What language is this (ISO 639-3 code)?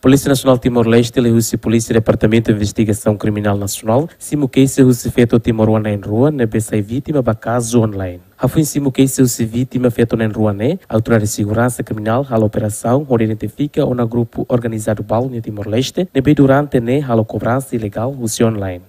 tet